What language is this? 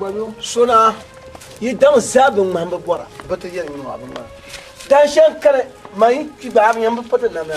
Dagbani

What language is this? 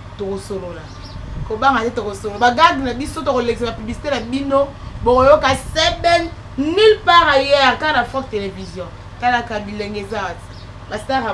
Lingala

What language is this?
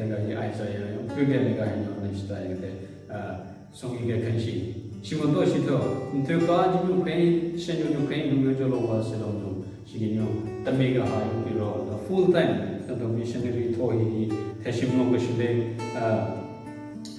Southern Rengma Naga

